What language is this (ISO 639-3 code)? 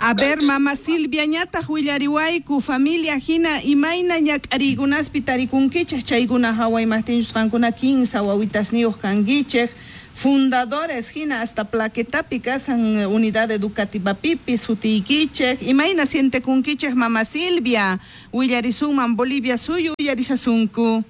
quh